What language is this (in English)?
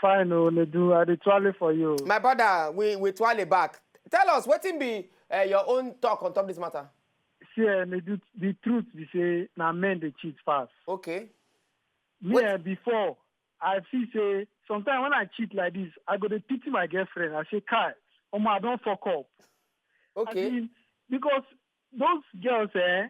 Nigerian Pidgin